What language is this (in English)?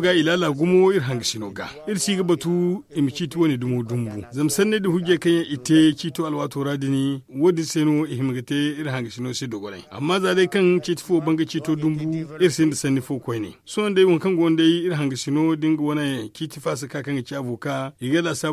Zarma